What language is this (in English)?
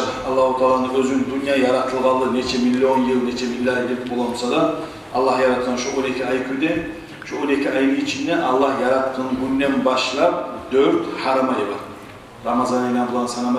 Kumyk